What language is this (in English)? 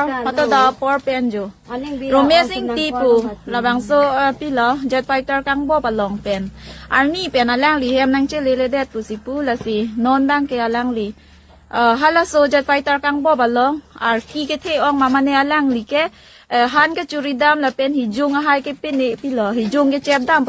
Karbi